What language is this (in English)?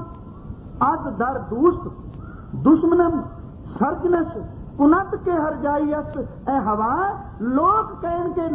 Punjabi